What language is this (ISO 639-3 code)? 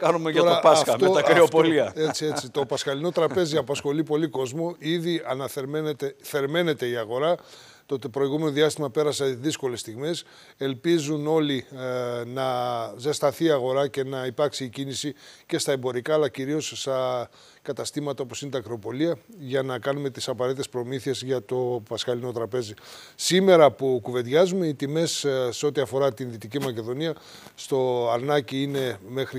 ell